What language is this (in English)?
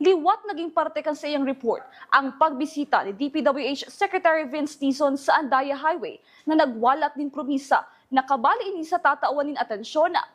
Bikol